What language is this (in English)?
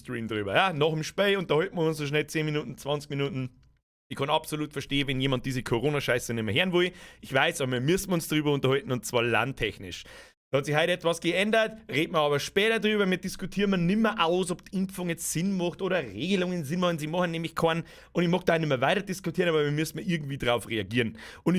Bavarian